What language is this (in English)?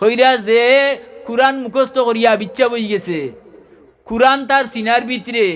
Sylheti